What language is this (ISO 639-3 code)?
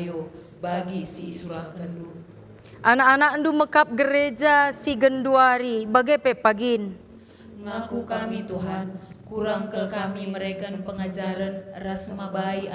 btx